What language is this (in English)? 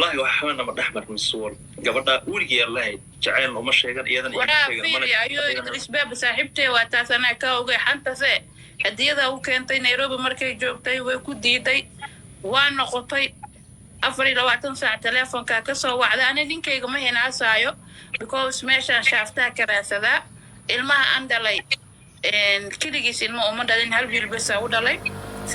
Somali